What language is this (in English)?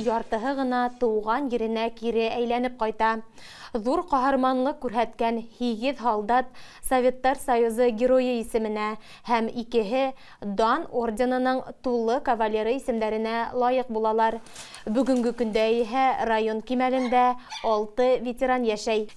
Bashkir